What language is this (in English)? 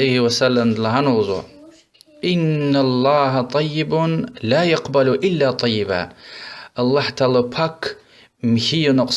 Lezghian